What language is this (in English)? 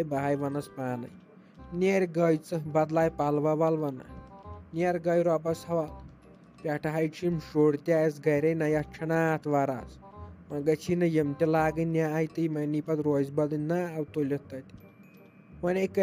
Kashmiri